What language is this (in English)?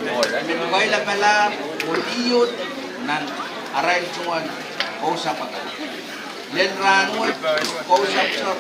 Pohnpeian